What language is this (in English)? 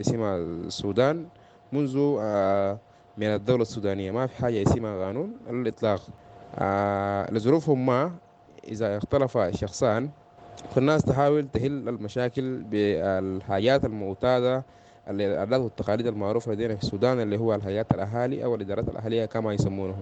Sudanese Arabic